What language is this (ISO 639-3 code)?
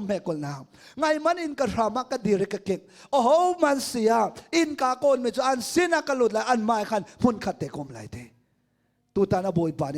cnh